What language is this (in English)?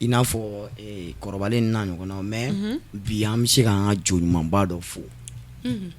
Bambara